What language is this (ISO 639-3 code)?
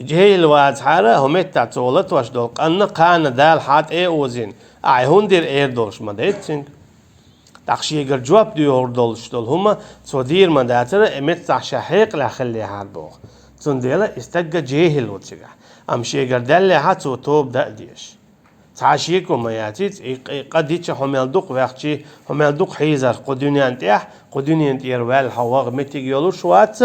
che